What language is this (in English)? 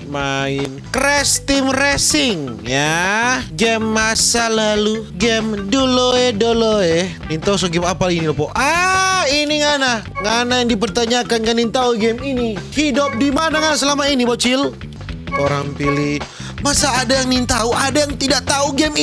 Manado Malay